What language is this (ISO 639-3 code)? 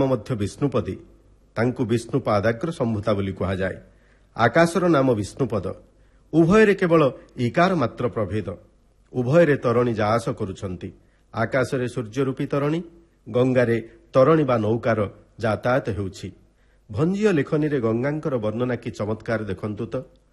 ori